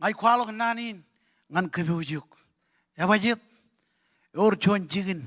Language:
Marshallese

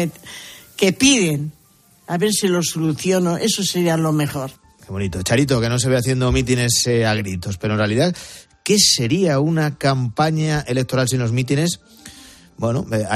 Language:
Spanish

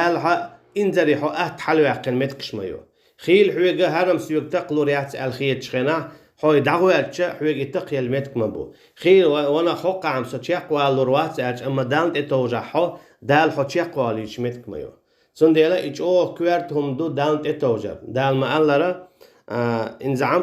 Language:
Chechen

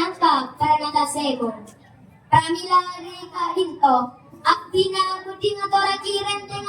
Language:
Madurese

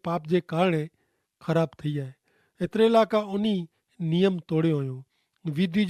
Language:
Kachhi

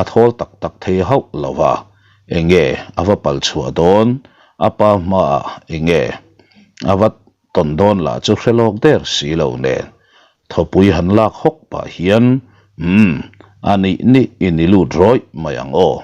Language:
Mizo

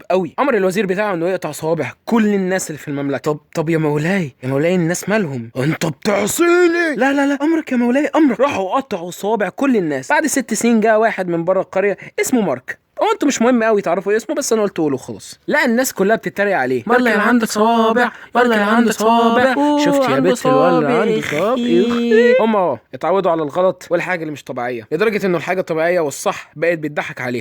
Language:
Egyptian Arabic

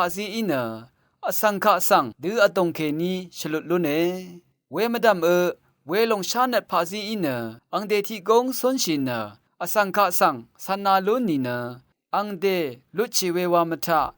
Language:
Rawang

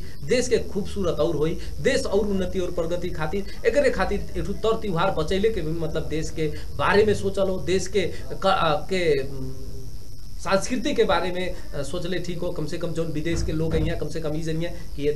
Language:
Bhojpuri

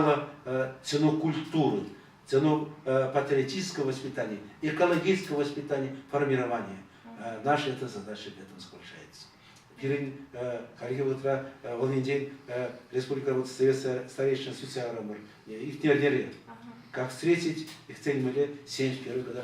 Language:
Chuvash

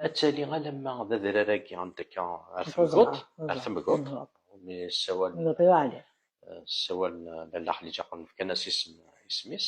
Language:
Kabyle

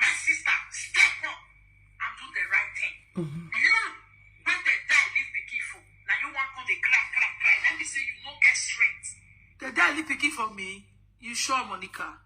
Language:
Nigerian Pidgin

